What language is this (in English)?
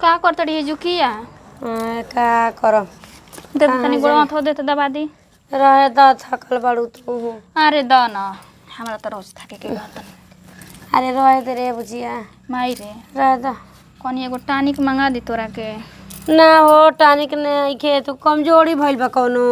Bhojpuri